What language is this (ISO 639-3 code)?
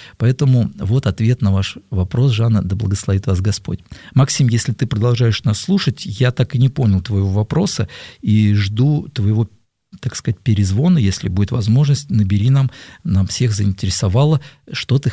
rus